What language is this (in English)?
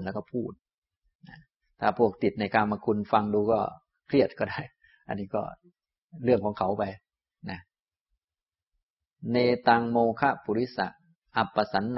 Thai